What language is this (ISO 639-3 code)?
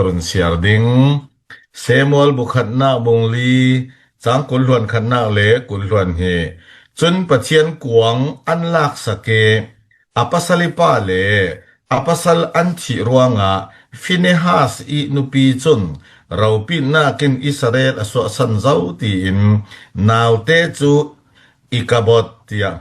cfm